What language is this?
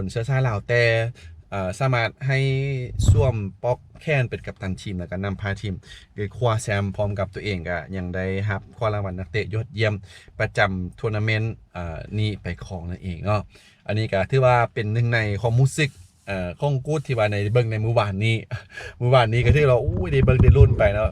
Lao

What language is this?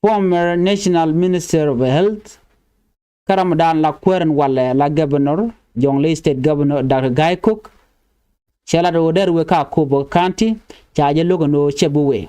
Nuer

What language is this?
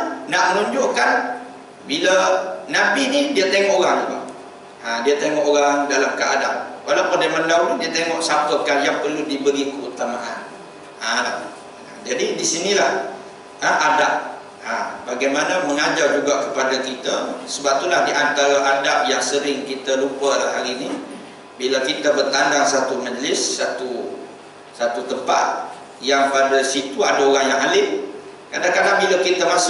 Malay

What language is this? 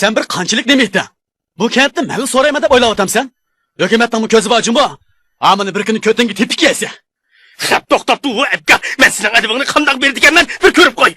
Uyghur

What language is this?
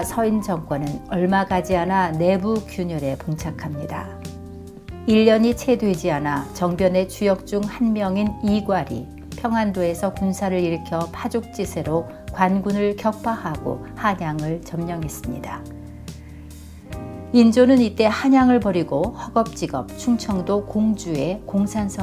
Korean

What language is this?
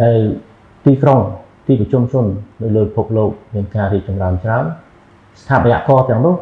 Khmer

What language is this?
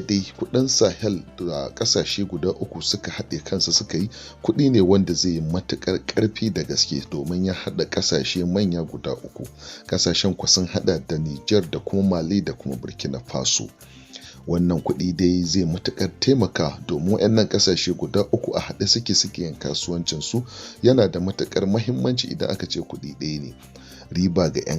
Hausa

